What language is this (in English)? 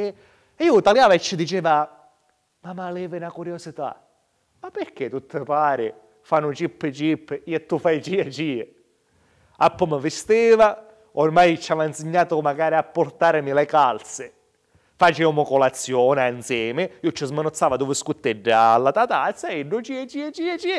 Sicilian